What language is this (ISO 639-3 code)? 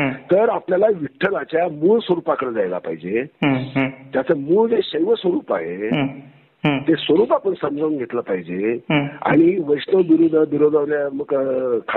mar